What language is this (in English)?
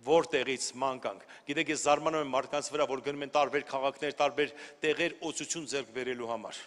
Armenian